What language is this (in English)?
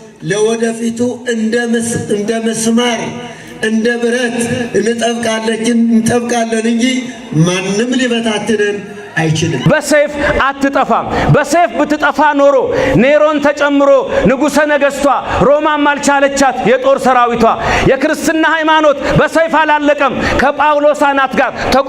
Amharic